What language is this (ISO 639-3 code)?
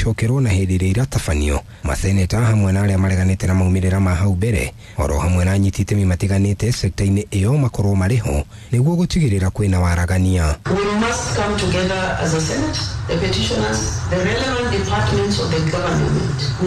kik